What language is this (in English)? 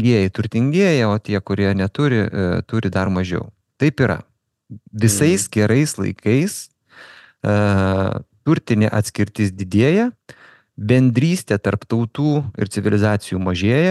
Lithuanian